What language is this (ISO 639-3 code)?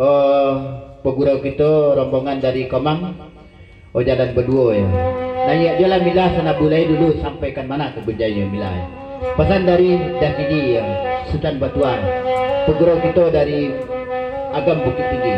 min